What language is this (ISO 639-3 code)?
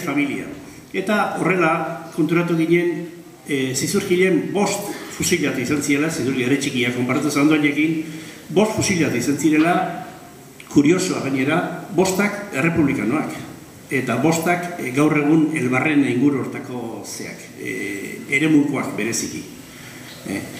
eus